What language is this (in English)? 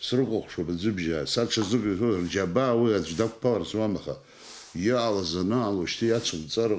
Abkhazian